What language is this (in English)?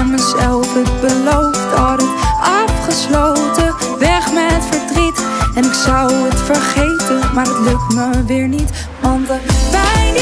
Dutch